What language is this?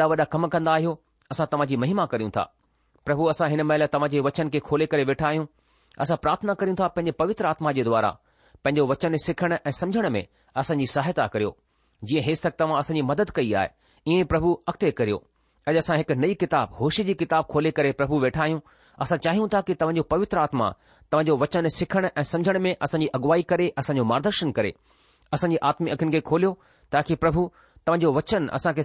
Sindhi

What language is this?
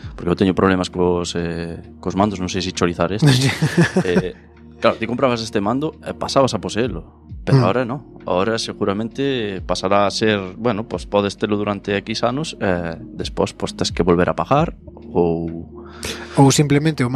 Galician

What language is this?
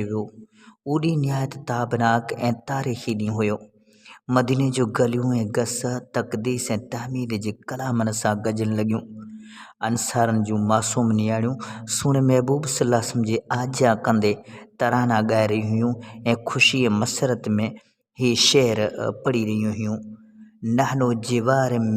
Sindhi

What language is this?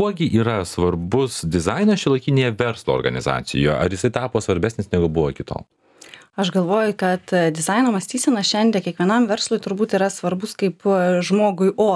Lithuanian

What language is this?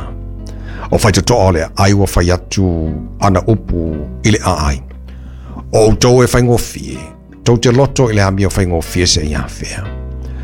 Samoan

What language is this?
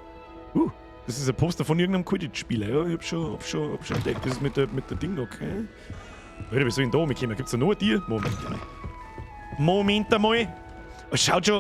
Bavarian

